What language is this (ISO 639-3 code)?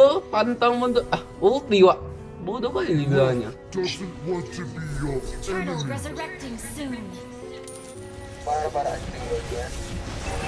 ind